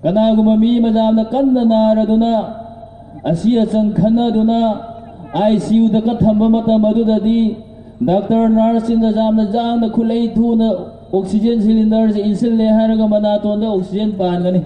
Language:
Manipuri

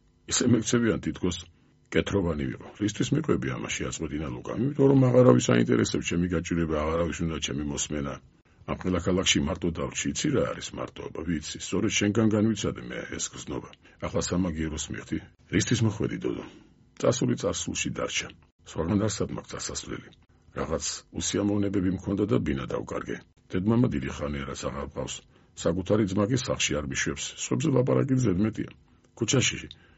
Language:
Georgian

